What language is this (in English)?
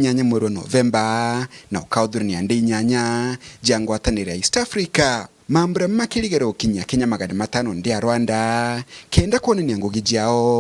Meru